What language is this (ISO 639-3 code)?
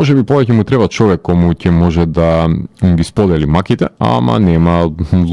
mkd